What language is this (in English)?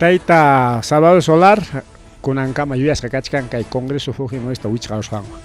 Ayacucho Quechua